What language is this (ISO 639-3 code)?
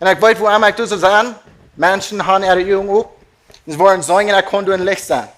pdt